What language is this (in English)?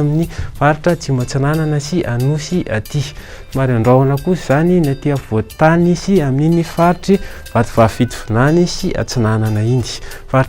Malagasy